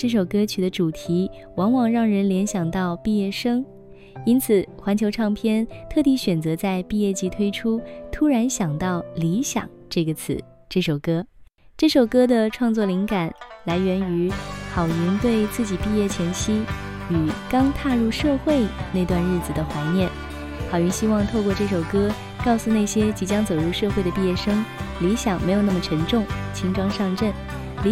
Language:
Chinese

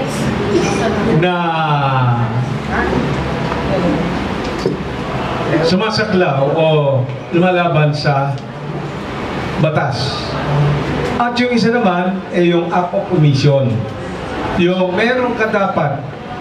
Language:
Filipino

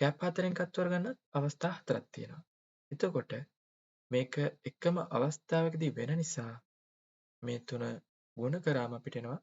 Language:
Sinhala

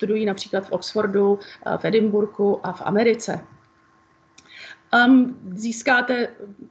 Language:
Czech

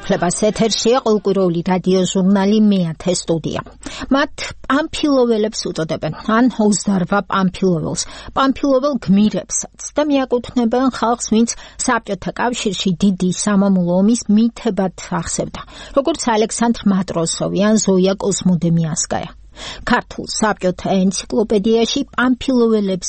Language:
Georgian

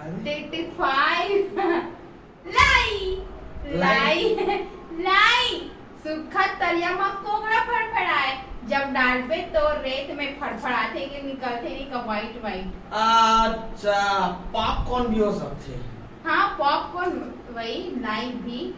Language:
Chhattisgarhi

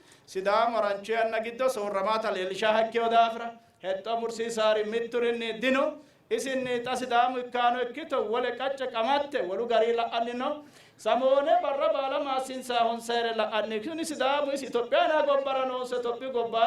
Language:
Sidamo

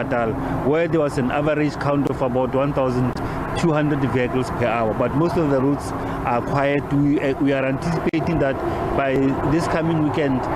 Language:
Venda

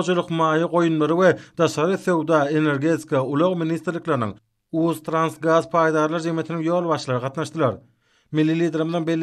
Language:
Turkmen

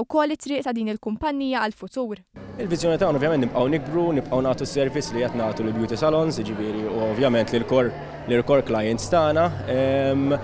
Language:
Maltese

